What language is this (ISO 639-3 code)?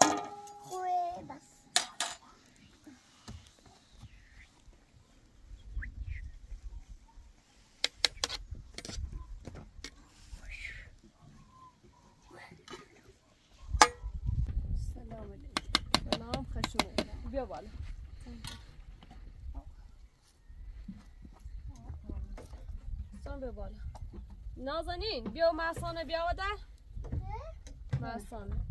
fas